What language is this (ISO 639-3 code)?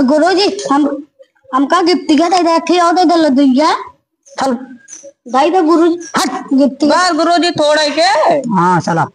awa